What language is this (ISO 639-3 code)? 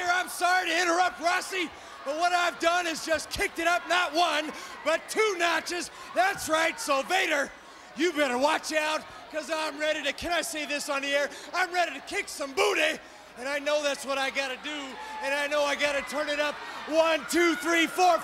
eng